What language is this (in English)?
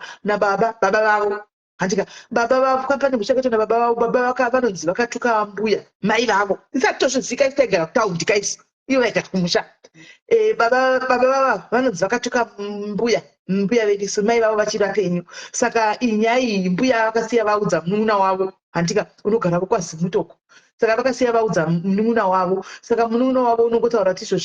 Shona